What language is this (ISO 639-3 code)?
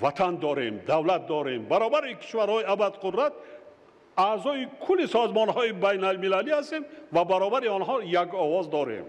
tgk